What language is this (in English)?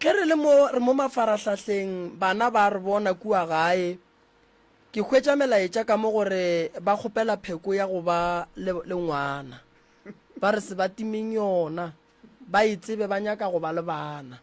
Northern Sotho